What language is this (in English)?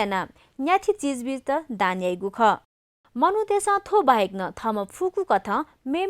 Newari